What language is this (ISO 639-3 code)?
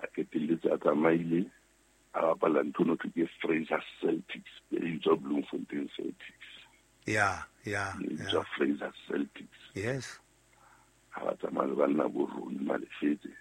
sot